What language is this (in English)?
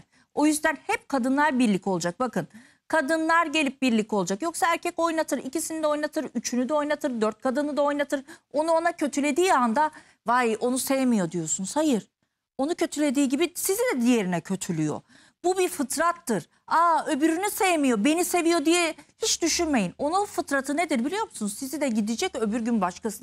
Turkish